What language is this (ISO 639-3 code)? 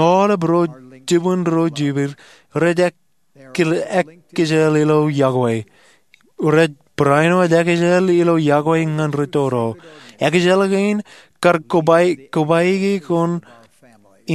mah